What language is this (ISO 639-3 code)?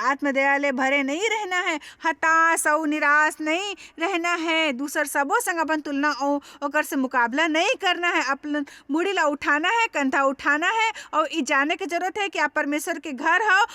hne